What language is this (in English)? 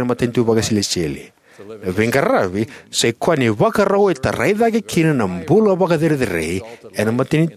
Fijian